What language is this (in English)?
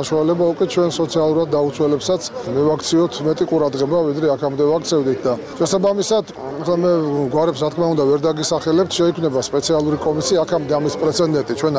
Georgian